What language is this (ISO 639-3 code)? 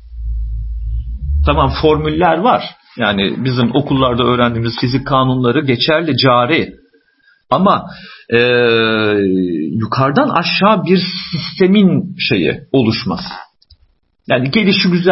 tur